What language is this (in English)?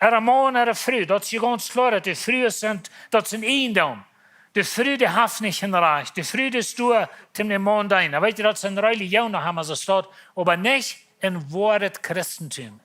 Plautdietsch